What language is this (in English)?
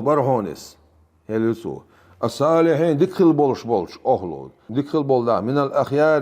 Chechen